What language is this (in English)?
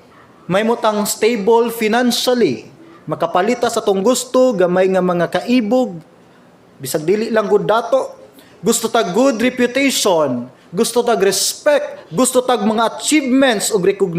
Cebuano